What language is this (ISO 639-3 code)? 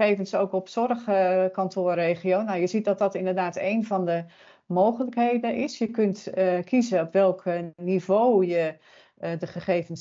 nld